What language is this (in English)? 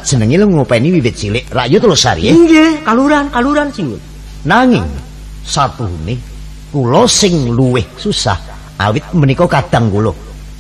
Javanese